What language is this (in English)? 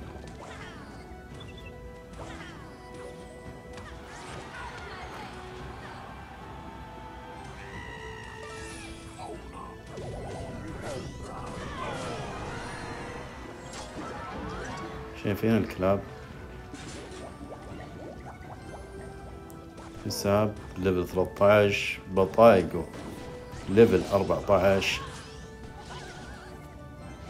Arabic